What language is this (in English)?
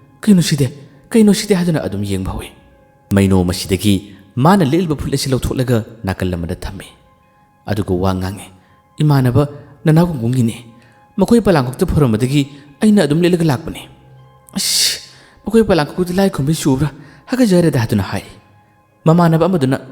Manipuri